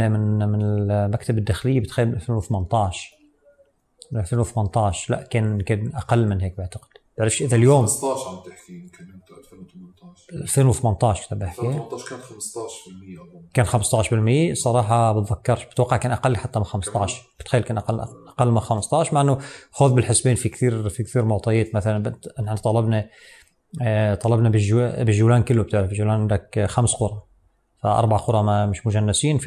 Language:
North Levantine Arabic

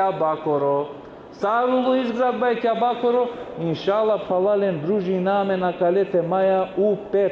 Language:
Balkan Romani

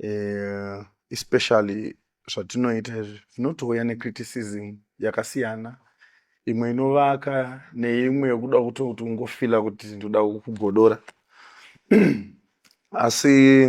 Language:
Shona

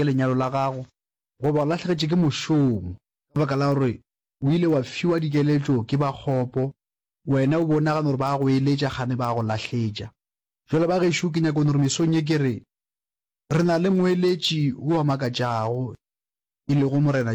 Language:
Northern Sotho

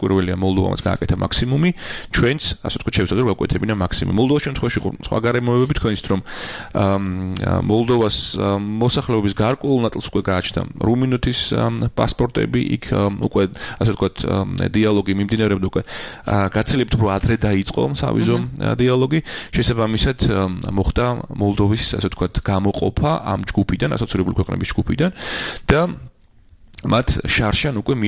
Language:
Georgian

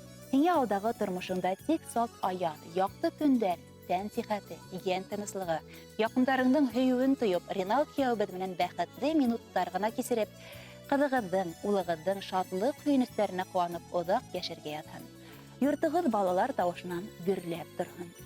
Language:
Bashkir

